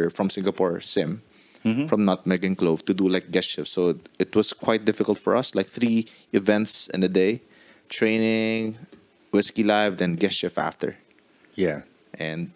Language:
English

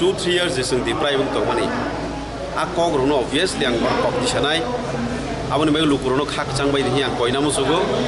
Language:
Kok Borok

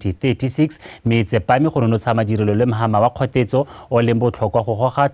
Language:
Tswana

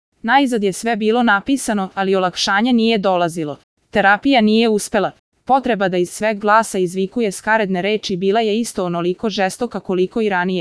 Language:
Serbian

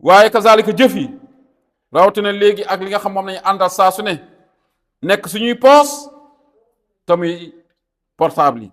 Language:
Wolof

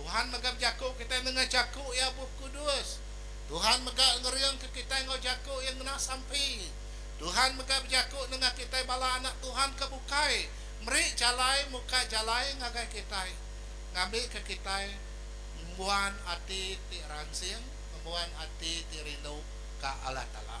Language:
Iban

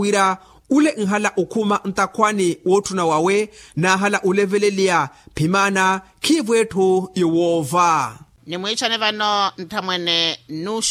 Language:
Makhuwa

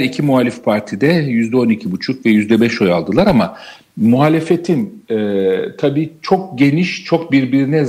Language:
Turkish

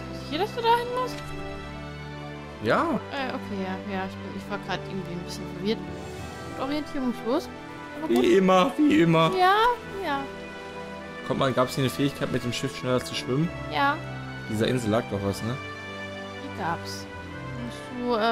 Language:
German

